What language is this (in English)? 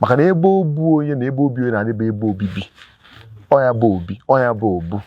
Igbo